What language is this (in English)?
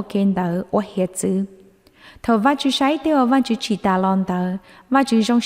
Hmong